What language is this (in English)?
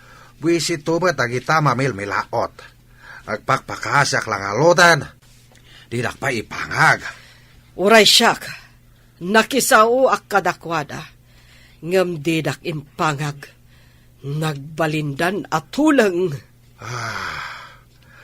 Iloko